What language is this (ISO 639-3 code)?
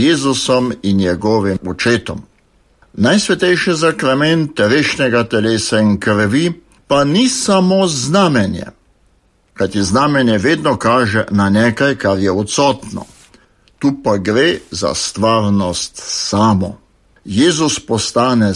slv